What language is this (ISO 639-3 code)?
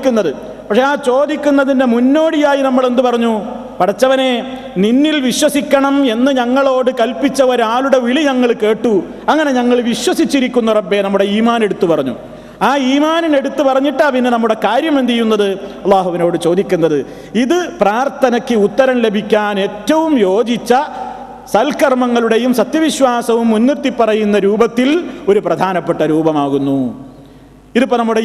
mal